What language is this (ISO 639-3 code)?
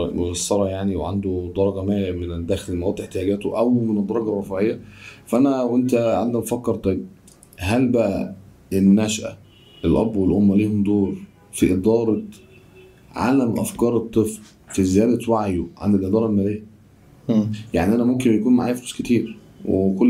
arz